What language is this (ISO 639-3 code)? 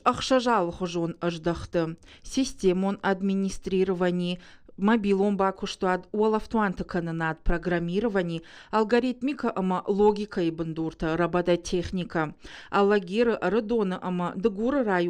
oss